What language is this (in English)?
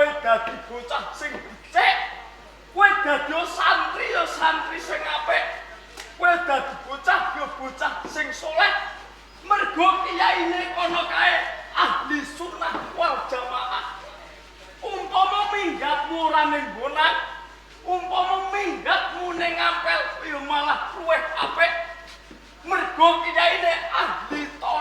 Javanese